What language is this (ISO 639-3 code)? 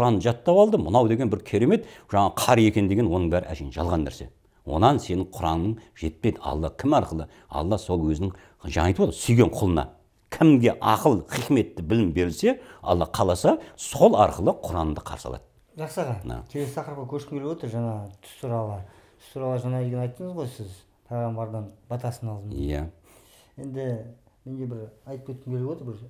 kaz